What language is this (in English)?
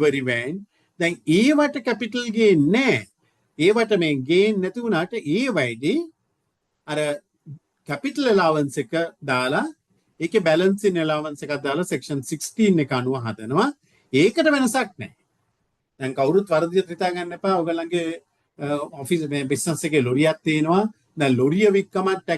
Sinhala